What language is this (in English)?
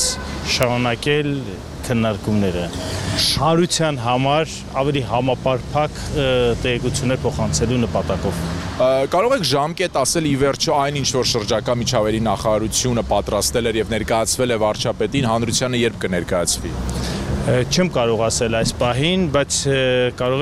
Armenian